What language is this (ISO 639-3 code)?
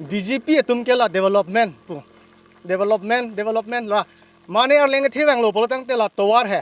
mjw